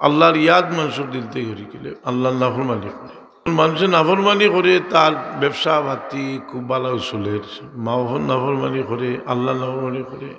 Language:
Sylheti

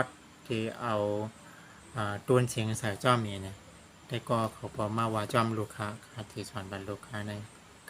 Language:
Shan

